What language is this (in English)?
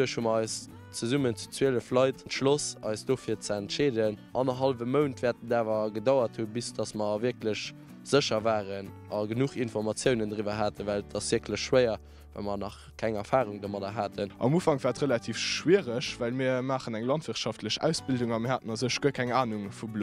Luxembourgish